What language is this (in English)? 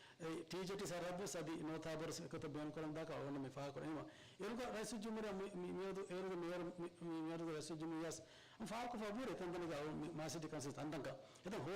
Divehi